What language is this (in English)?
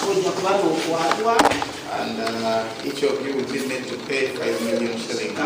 Nyankole